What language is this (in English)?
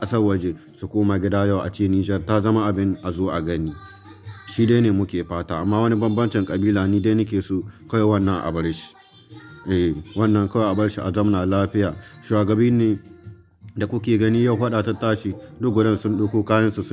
Hausa